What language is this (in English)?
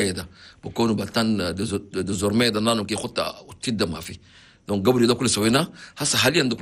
Chadian Arabic